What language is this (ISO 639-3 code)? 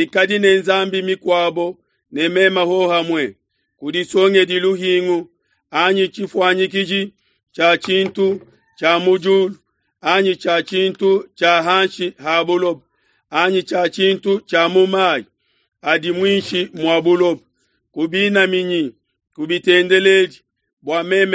lua